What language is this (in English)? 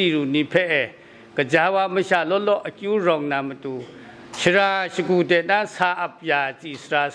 Kachin